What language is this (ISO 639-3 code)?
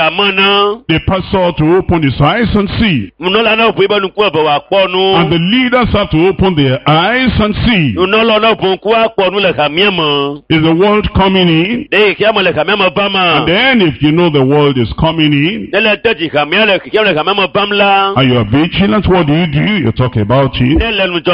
ewe